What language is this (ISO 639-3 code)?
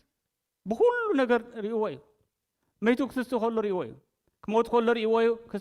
tir